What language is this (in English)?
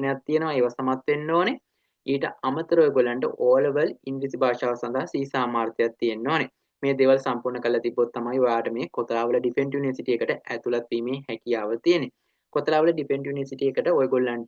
Sinhala